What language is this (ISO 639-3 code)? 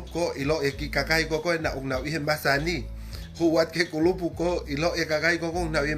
ton